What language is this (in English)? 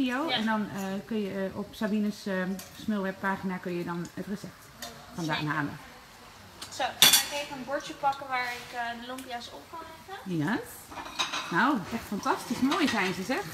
Dutch